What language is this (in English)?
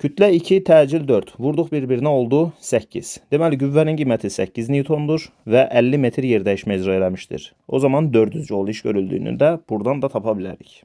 Azerbaijani